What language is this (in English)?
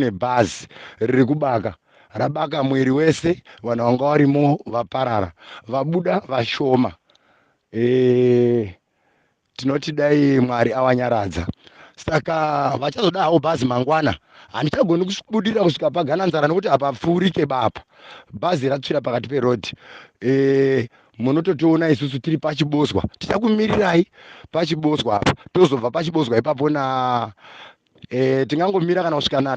Shona